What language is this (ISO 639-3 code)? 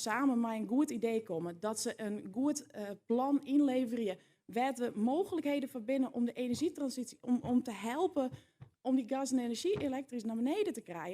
fry